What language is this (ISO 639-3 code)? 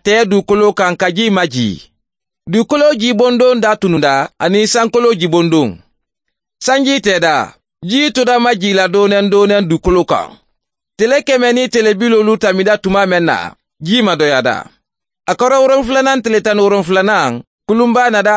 bam